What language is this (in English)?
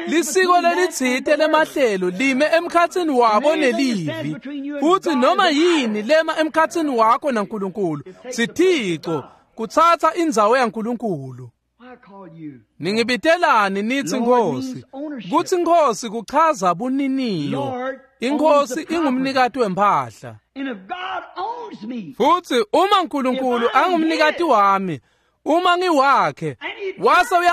Swati